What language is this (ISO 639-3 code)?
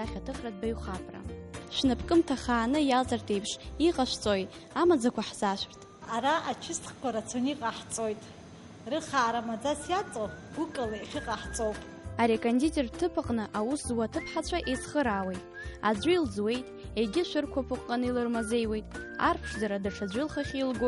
abk